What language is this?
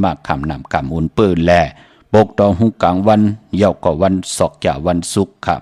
Shan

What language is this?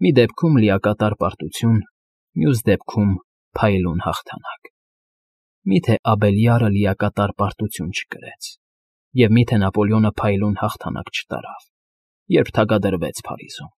Armenian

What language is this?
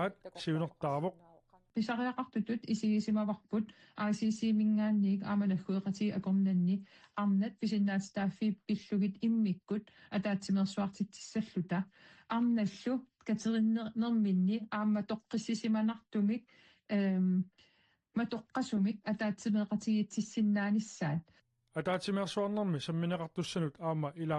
Kalaallisut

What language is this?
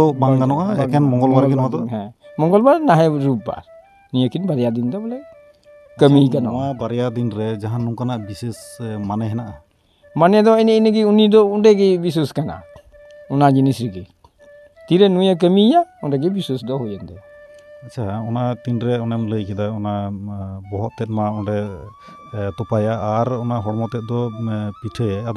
Santali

